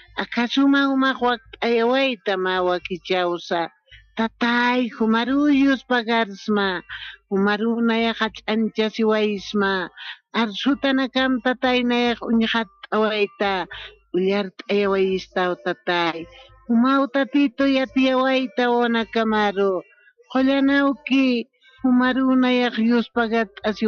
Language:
Aymara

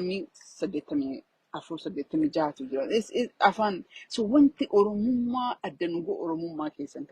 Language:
Oromo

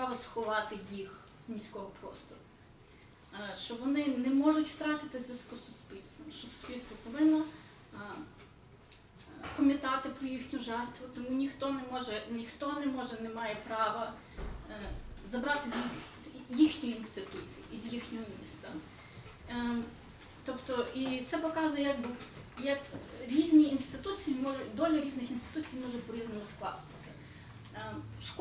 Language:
Ukrainian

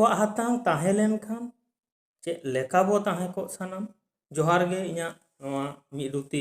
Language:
Santali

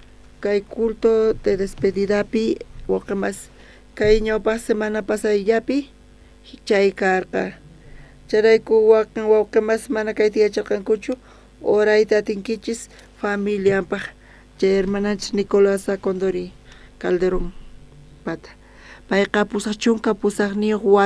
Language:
South Bolivian Quechua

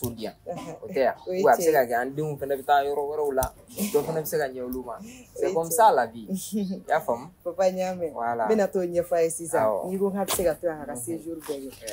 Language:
Bambara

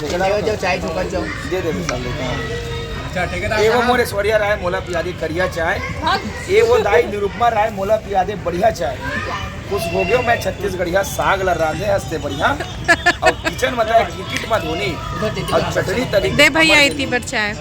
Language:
Chhattisgarhi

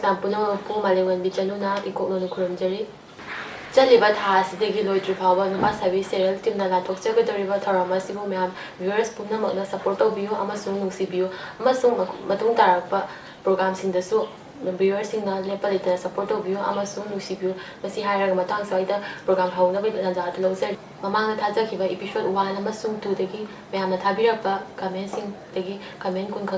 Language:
Manipuri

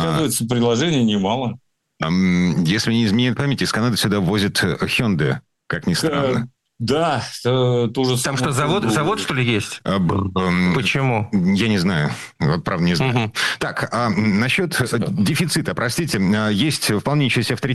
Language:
Russian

